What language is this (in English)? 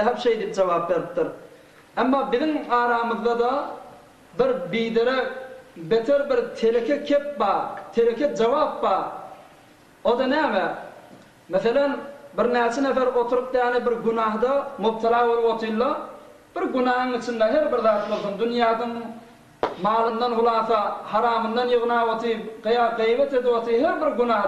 Turkmen